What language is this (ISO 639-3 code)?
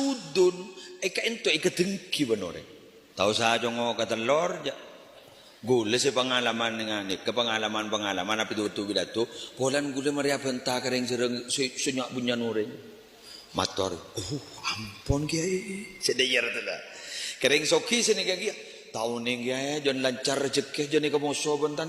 mad